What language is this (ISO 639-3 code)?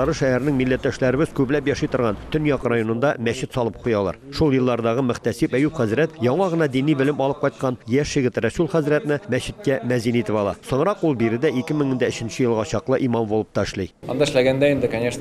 tat